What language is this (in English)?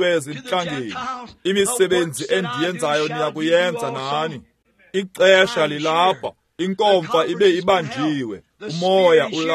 Xhosa